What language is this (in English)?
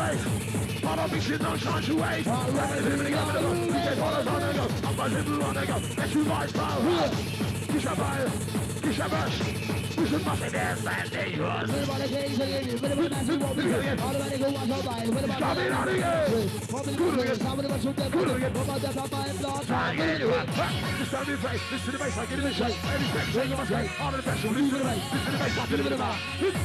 English